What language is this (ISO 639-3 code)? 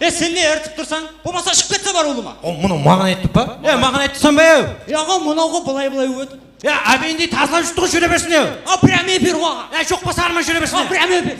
kaa